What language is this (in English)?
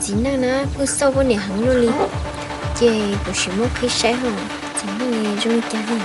Hmong